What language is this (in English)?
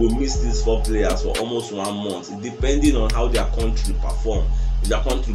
Nigerian Pidgin